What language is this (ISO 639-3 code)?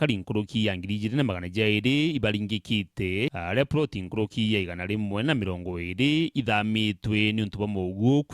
mer